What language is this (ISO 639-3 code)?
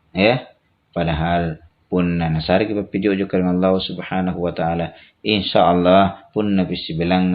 mak